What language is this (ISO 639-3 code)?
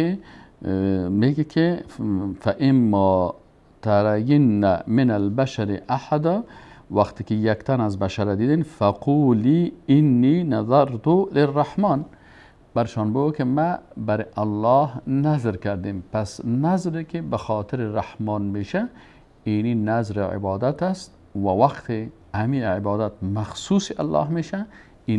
fas